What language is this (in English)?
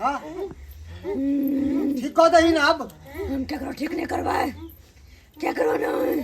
Maithili